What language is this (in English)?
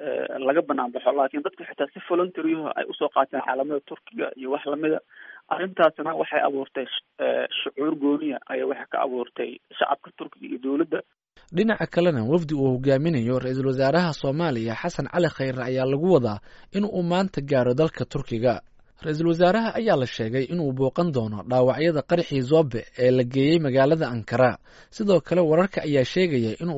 Somali